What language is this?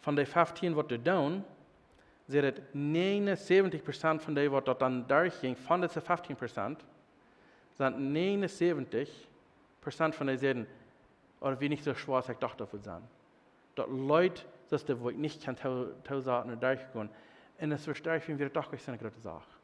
Plautdietsch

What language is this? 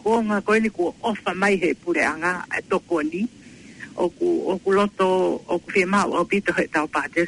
Tongan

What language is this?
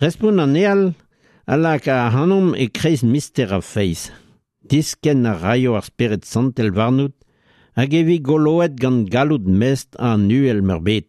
Breton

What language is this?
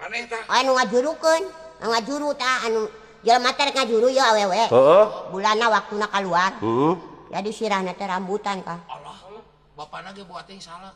Sundanese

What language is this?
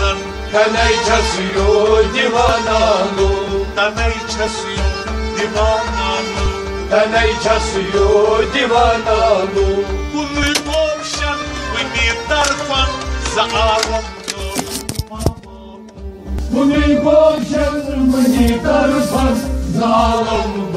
Kashmiri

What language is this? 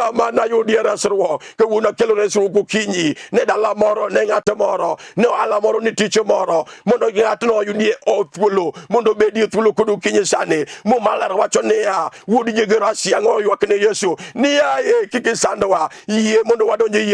Luo (Kenya and Tanzania)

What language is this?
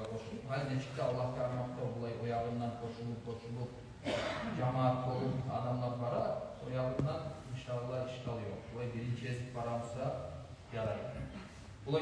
Kumyk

